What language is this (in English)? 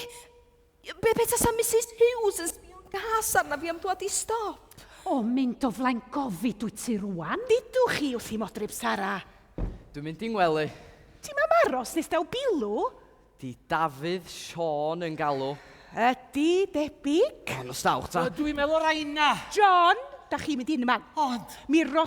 Welsh